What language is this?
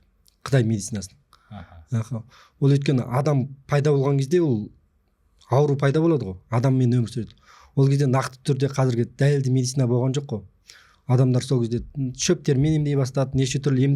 Kazakh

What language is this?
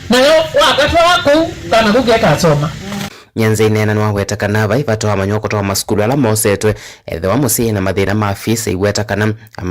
Kamba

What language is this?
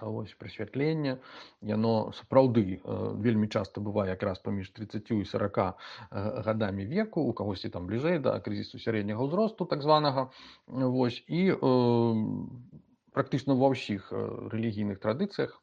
Belarusian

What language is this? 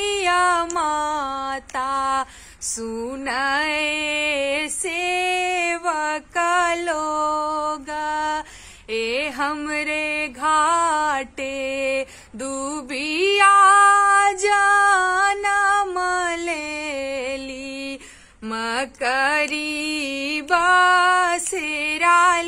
Bhojpuri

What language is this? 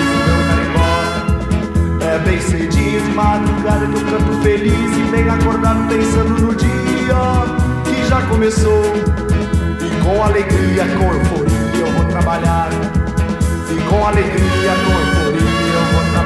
Portuguese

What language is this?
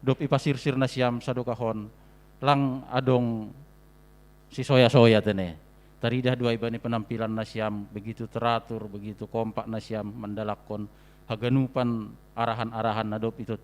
Batak Simalungun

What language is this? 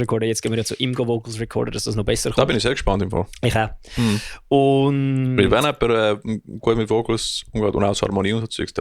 Swiss German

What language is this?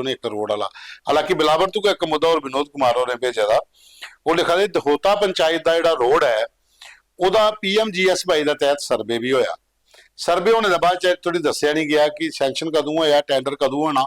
Dogri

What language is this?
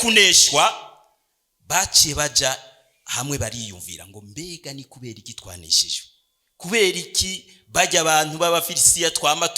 Rundi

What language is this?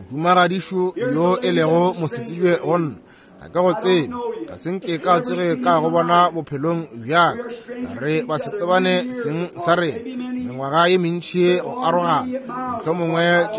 Northern Sotho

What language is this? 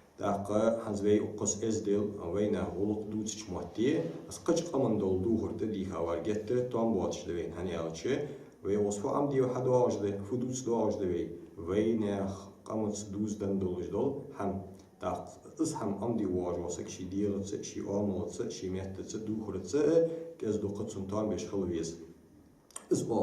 Ingush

